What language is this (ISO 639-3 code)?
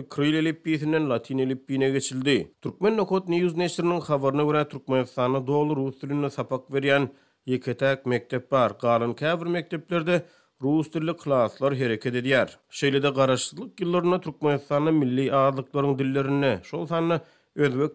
tuk